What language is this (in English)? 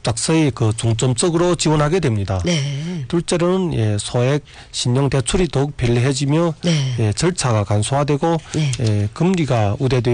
Korean